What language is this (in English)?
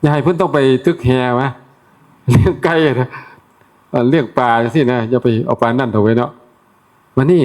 Northeastern Thai